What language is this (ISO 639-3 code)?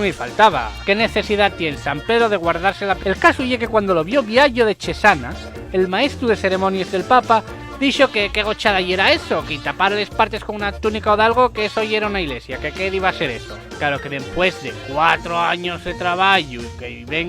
ast